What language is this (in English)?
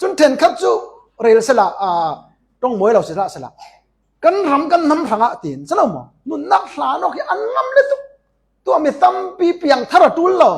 Falam Chin